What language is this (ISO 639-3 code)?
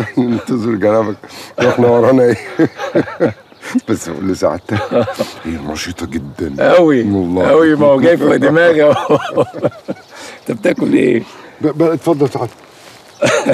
arz